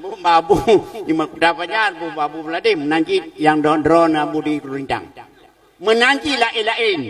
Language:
Achinese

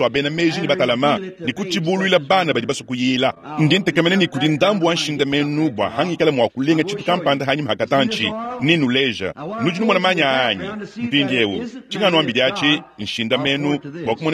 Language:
Luba-Lulua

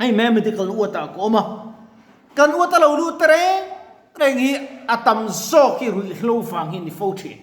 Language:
Mizo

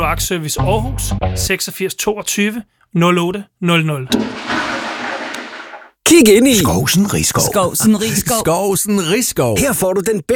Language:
Danish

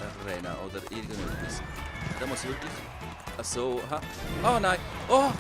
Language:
Swiss German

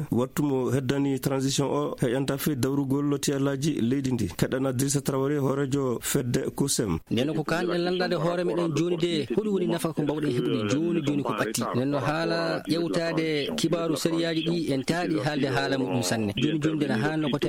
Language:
Fula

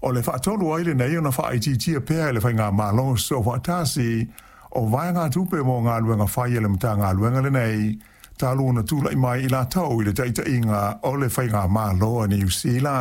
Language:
Samoan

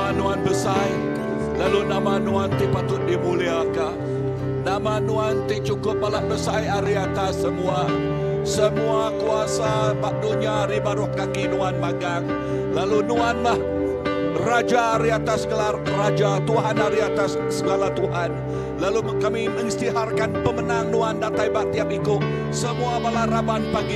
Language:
Iban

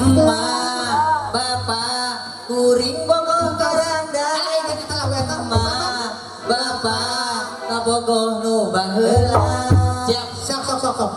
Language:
Sundanese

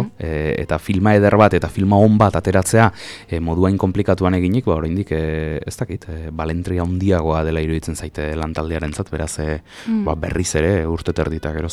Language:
Basque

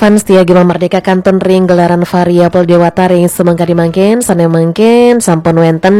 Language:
Balinese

